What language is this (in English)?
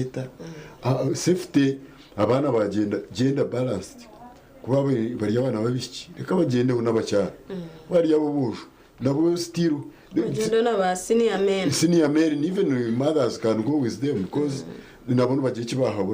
Nyankole